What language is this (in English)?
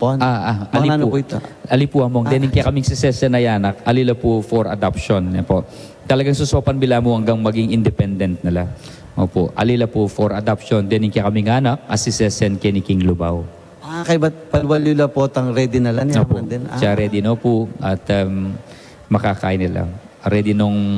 Pampanga